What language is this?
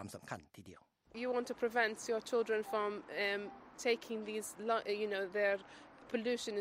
Thai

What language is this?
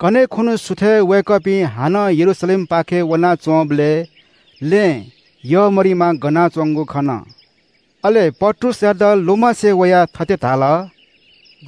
Newari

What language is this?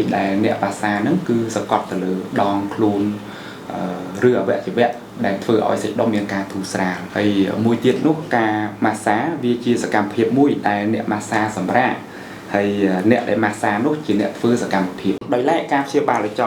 Khmer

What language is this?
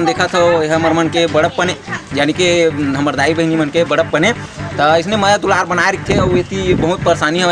Chhattisgarhi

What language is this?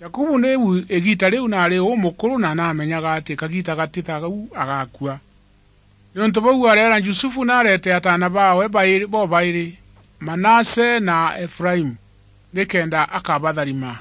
Meru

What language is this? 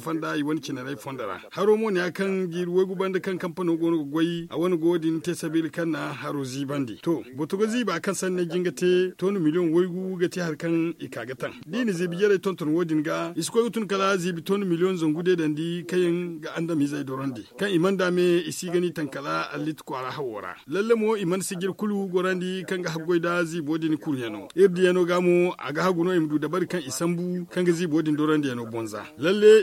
Zarma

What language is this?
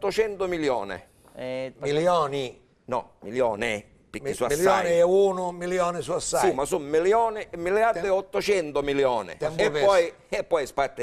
Sicilian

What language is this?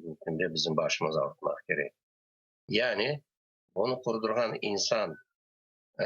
Crimean Tatar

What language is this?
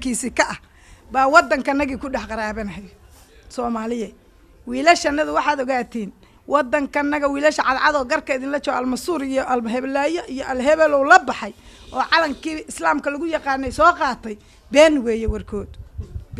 Somali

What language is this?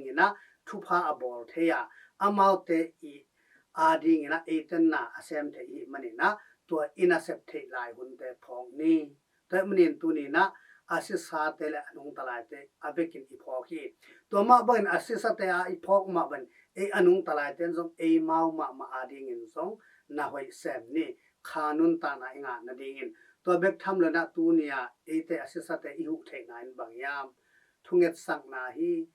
Tedim Chin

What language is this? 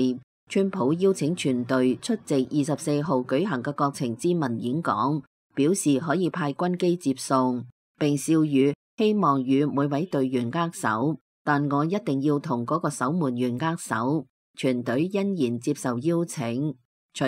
Cantonese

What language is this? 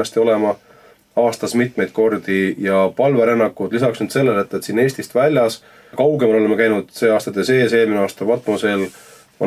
Estonian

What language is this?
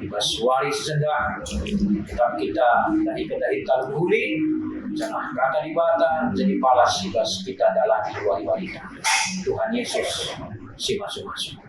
Batak Karo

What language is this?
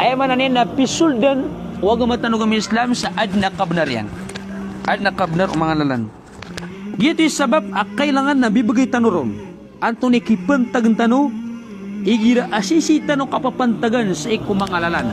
Maranao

